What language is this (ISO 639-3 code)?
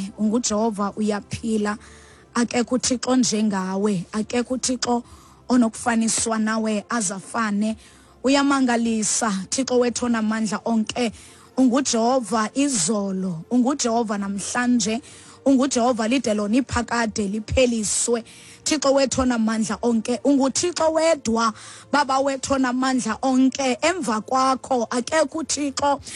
xho